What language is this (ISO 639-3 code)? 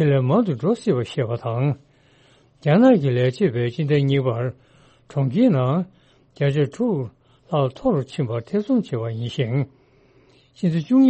bod